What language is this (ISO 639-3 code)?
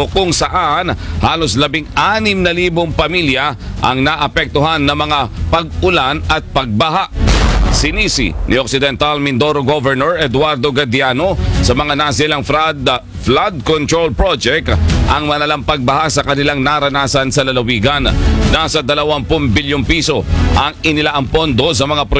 fil